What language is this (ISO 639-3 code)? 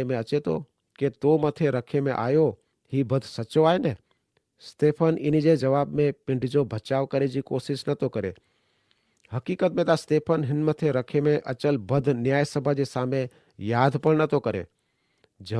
kfr